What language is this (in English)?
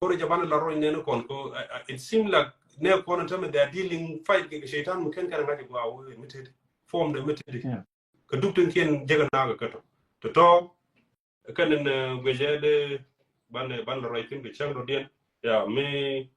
Nuer